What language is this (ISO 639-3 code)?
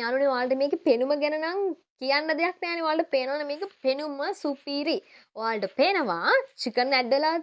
sin